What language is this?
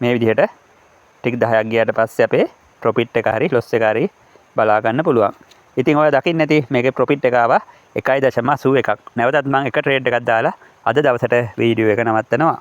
Sinhala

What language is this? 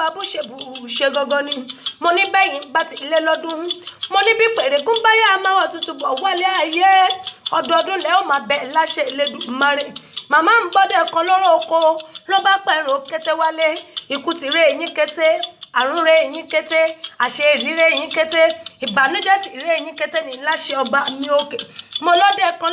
Yoruba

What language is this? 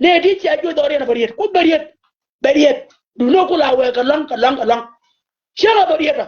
Nuer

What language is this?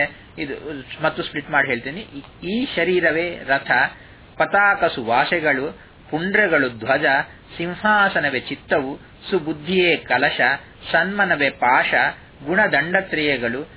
Kannada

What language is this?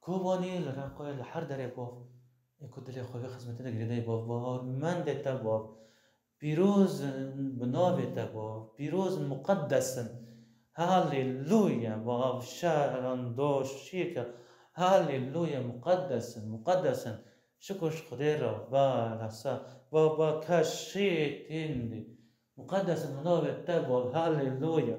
Kurdish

